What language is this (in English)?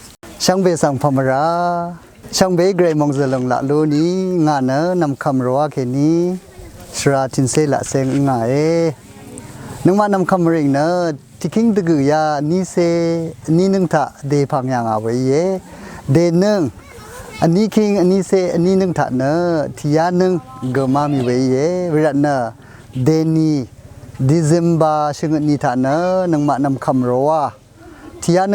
Rawang